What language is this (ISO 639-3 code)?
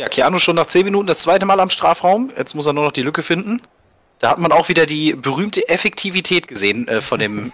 deu